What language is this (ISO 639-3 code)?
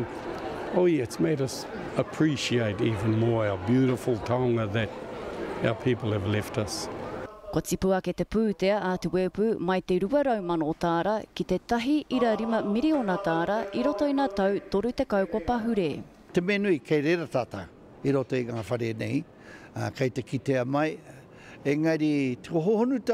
mri